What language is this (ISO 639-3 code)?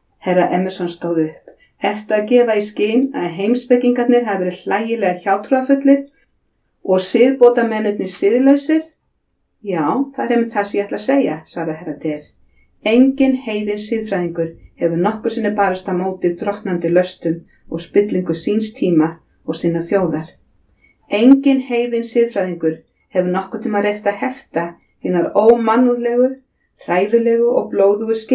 isl